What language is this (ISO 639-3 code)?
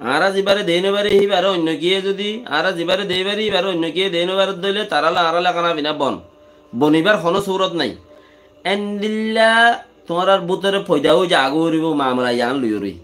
rhg